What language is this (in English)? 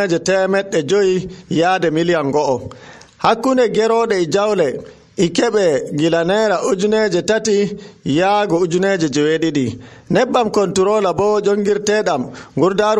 Nigerian Fulfulde